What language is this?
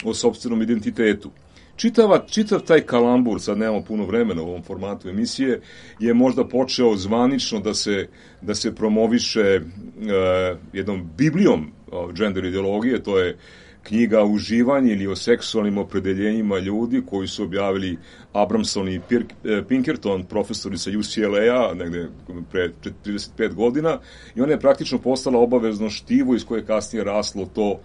Serbian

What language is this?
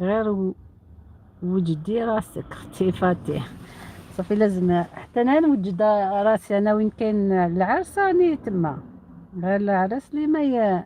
Algerian Arabic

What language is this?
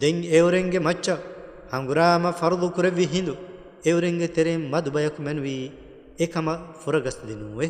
Divehi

